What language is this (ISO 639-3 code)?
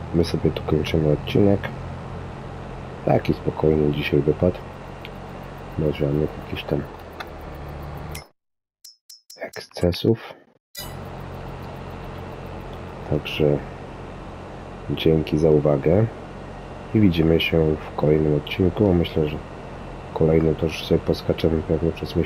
pol